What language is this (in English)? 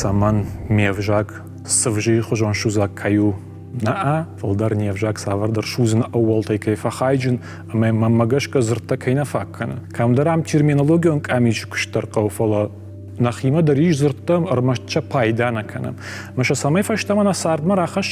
Ossetic